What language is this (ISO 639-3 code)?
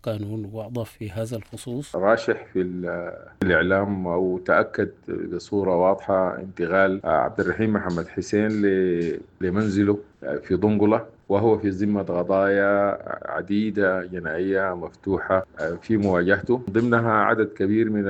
apd